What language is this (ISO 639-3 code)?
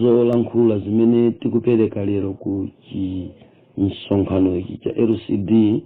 nya